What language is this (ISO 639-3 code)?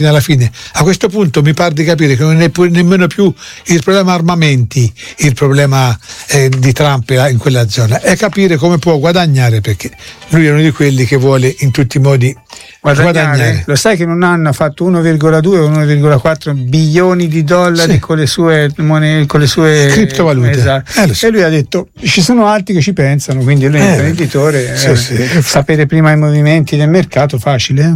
ita